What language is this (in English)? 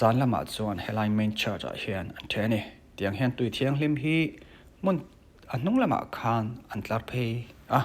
Mizo